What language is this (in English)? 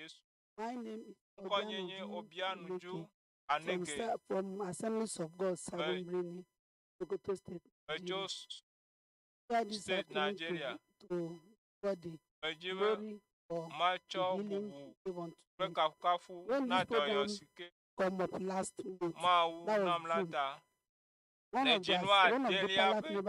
Ewe